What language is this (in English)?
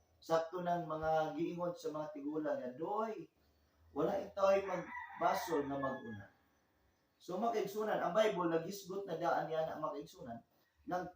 Cebuano